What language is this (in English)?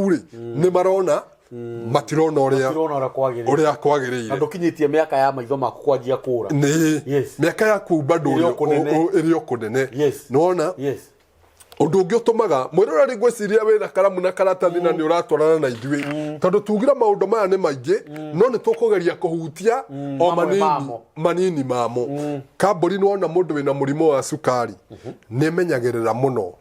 Kikuyu